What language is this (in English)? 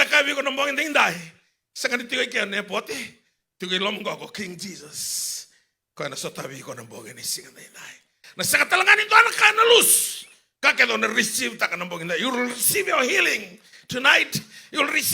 Fijian